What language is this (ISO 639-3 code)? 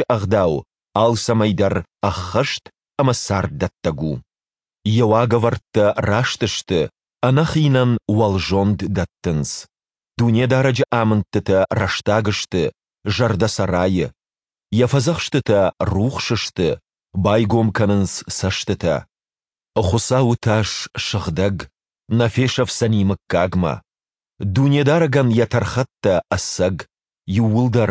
oss